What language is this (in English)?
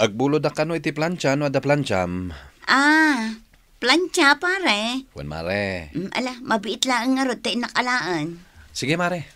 Iloko